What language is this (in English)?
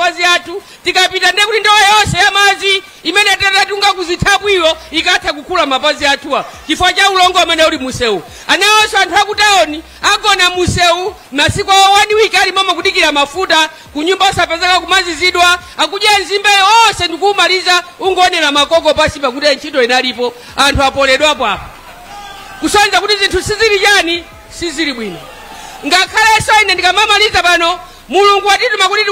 Nyanja